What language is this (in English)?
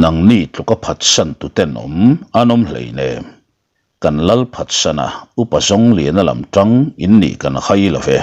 Mizo